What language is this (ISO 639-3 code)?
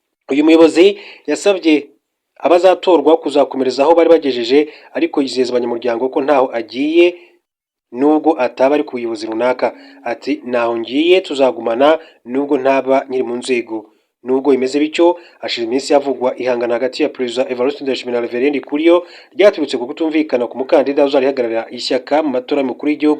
run